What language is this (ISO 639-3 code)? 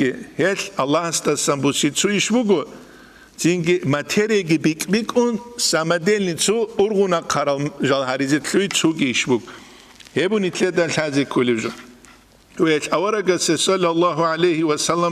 ava